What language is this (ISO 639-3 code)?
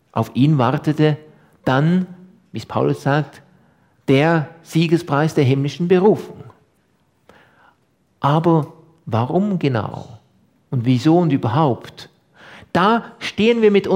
deu